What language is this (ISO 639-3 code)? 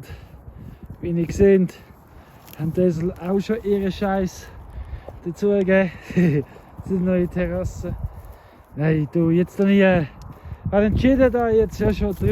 gsw